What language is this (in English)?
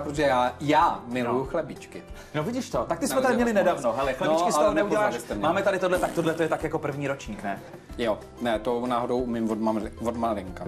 Czech